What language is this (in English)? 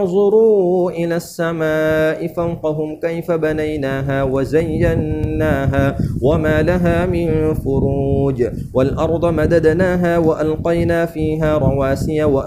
Arabic